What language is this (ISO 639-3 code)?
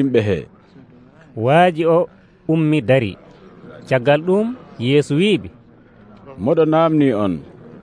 fuv